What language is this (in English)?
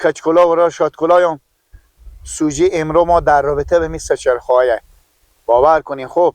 Persian